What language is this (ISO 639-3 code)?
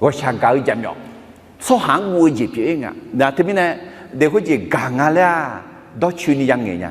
ahk